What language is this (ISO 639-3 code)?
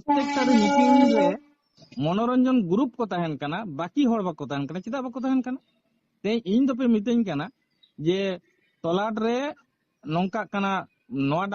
sat